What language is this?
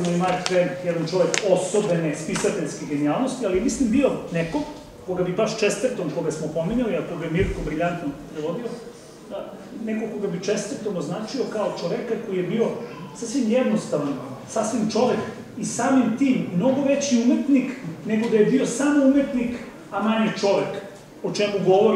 Serbian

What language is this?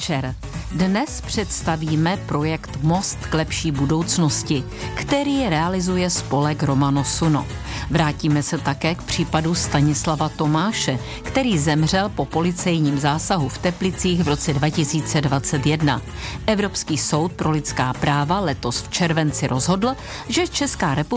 Czech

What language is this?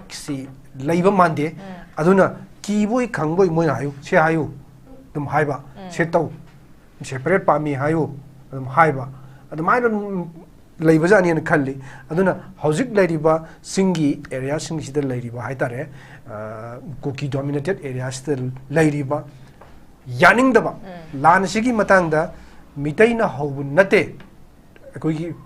Manipuri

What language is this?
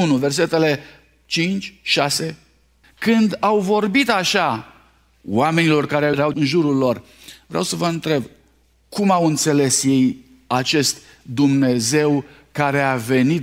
Romanian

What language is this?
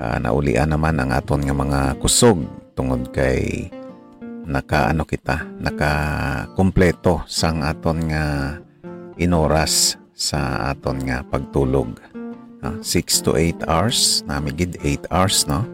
Hiligaynon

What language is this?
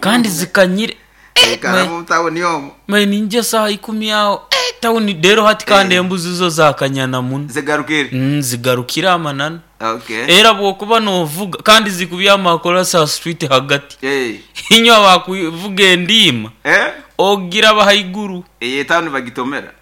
Nyoro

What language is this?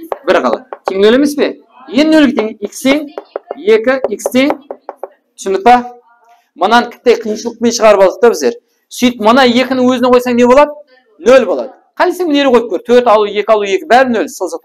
Kara-Kalpak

